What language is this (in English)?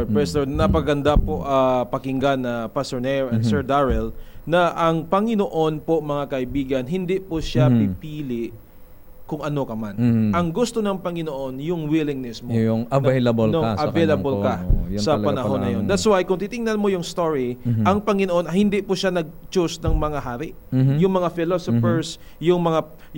Filipino